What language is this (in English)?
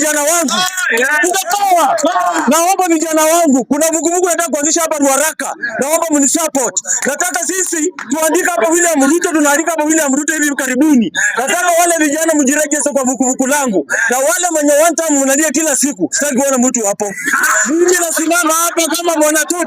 Swahili